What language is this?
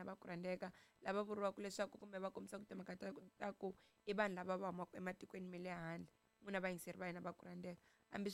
Tsonga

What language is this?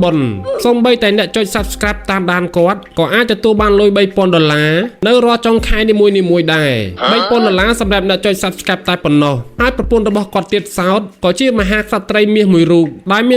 Khmer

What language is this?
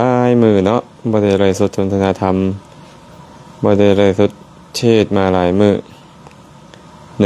Lao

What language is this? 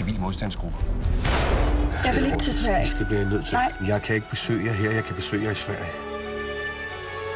Danish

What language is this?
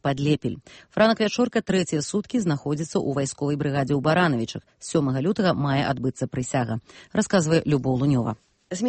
Belarusian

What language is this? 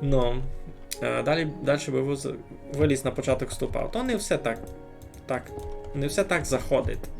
Rusyn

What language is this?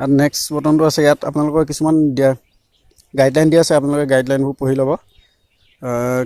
Assamese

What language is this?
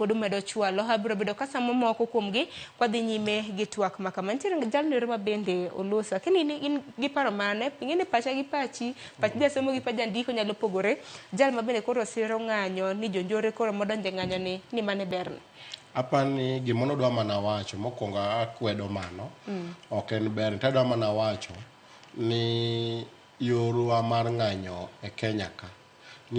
Luo (Kenya and Tanzania)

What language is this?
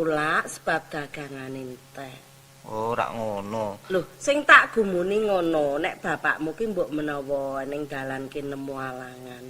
Javanese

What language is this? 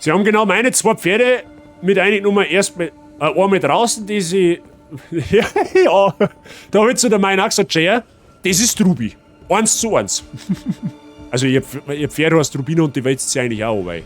Bavarian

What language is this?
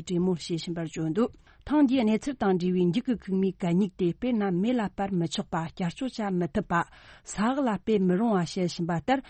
Tibetan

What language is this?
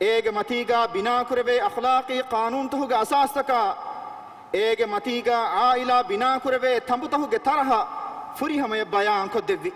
Divehi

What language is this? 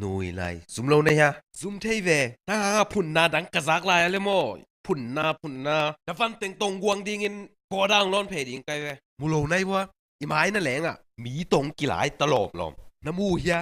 Tedim Chin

